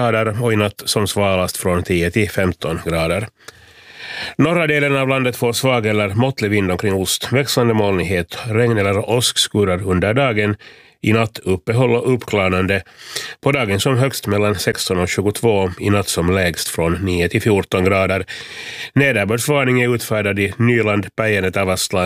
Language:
Swedish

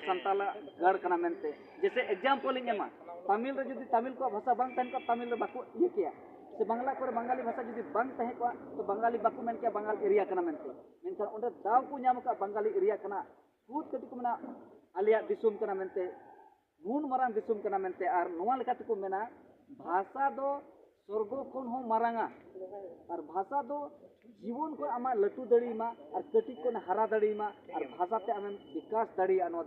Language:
Santali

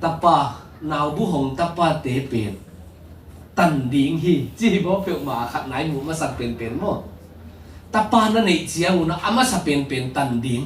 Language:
Tedim Chin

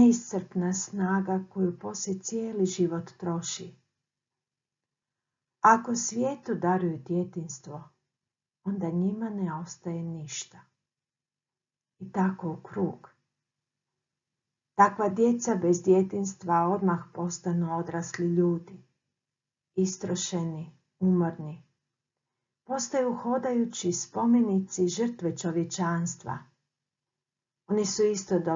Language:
Croatian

